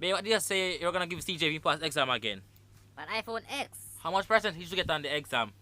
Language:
Jamaican Creole English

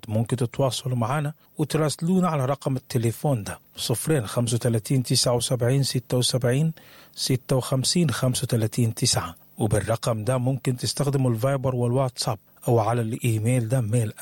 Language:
Sudanese Arabic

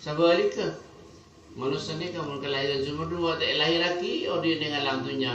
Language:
Madurese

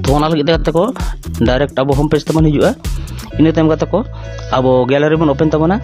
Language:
Santali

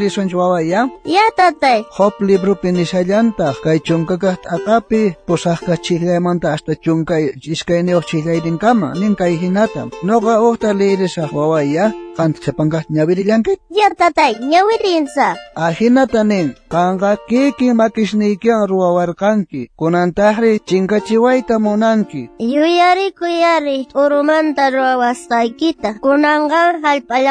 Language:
South Bolivian Quechua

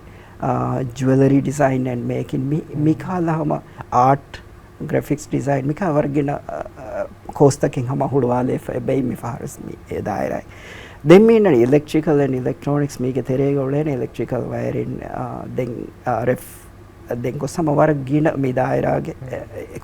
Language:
Divehi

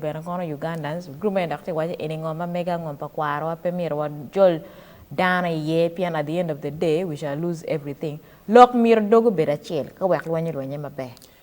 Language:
Acoli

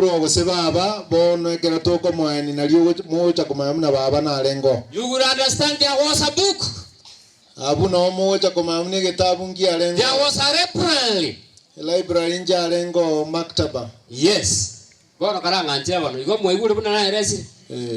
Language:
Gusii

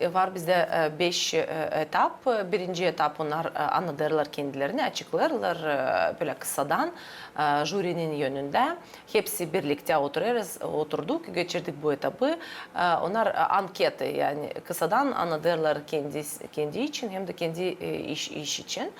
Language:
Gagauz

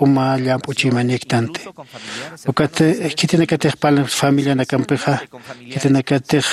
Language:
Aymara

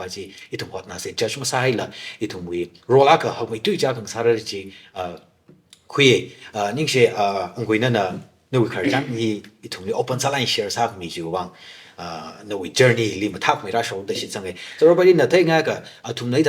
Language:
Tangkhul Naga (India)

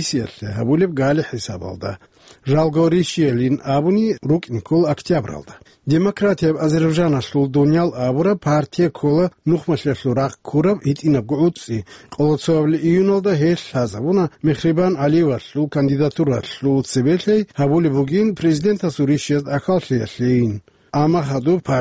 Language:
Avaric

